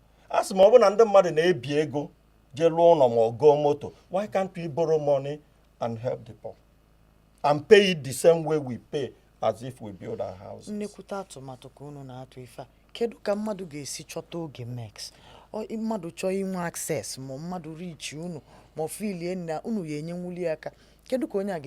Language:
Igbo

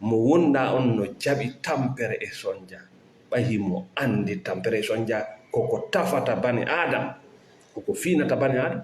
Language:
Fula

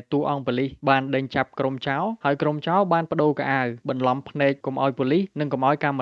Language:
Khmer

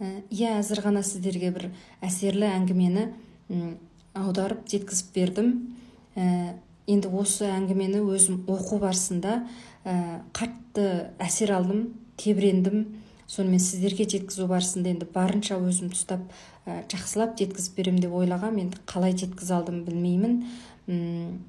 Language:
Kazakh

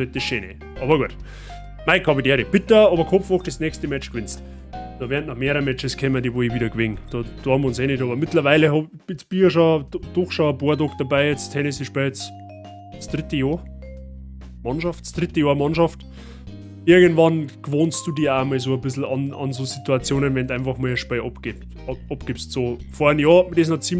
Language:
Bavarian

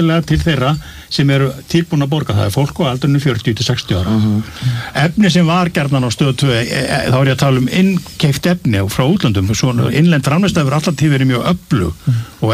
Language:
Icelandic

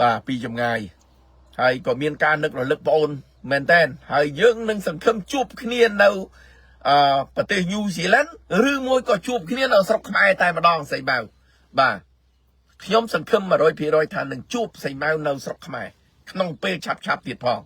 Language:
Khmer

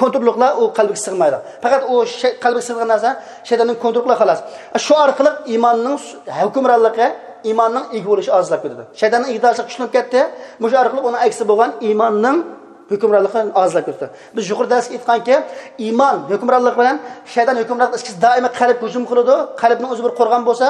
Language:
Uyghur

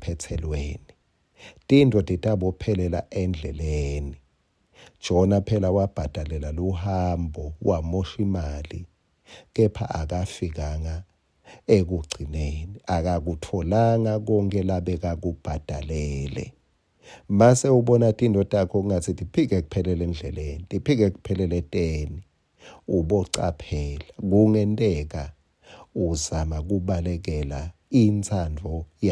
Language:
Swati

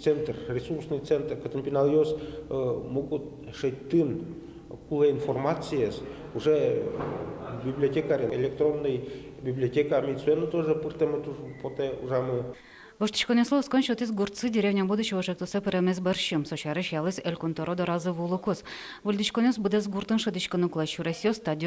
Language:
Udmurt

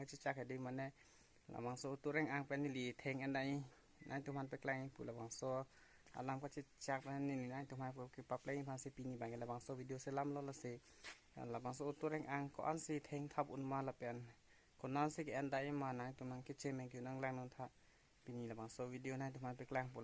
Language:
Karbi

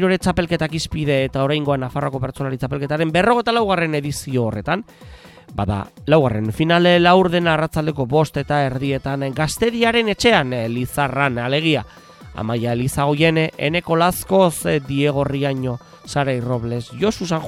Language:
Basque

